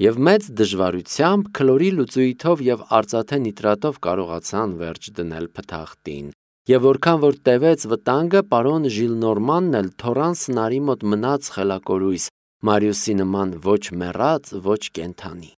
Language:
Armenian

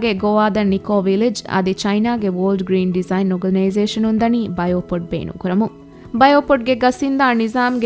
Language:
Divehi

